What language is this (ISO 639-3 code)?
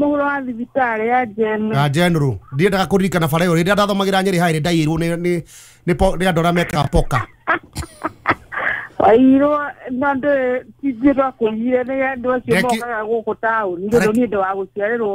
kik